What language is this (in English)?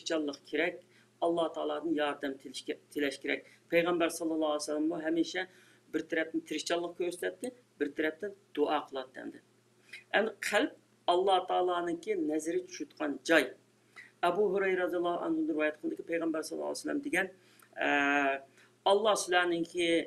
Uyghur